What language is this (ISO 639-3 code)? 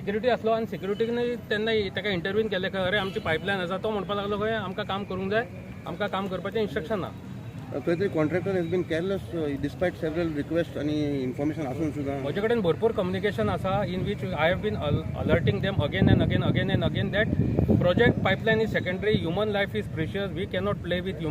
kok